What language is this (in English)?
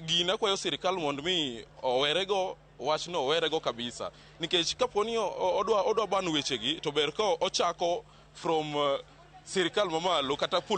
Luo (Kenya and Tanzania)